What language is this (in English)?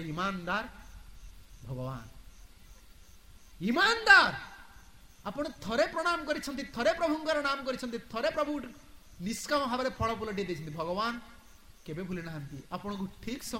Odia